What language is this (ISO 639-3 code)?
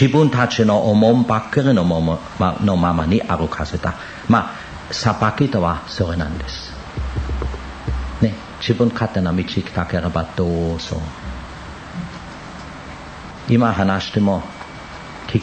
jpn